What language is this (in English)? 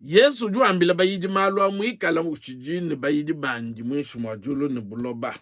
Luba-Lulua